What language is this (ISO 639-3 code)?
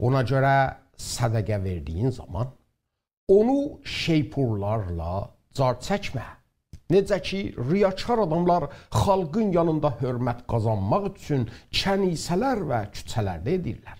azb